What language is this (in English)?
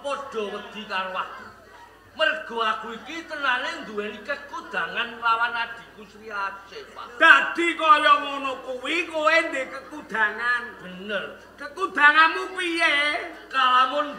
Javanese